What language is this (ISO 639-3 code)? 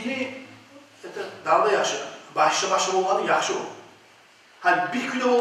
kum